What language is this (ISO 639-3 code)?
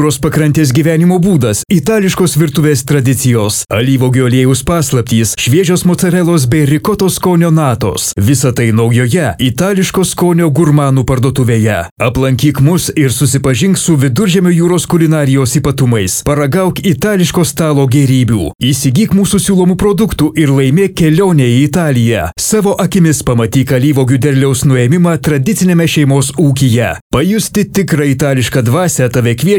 lit